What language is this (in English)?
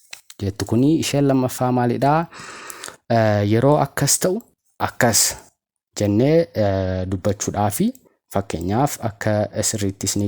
Oromo